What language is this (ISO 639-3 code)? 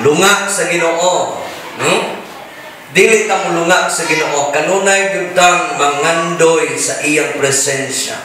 ceb